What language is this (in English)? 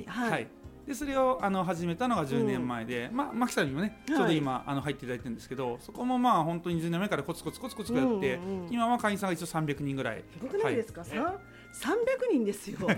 Japanese